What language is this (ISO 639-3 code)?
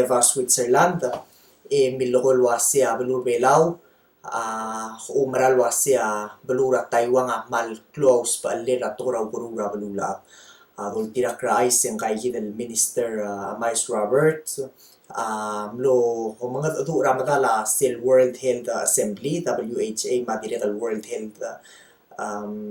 pau